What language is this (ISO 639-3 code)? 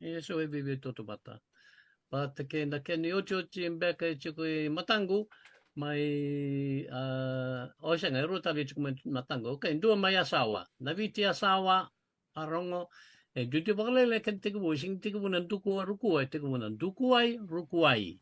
fij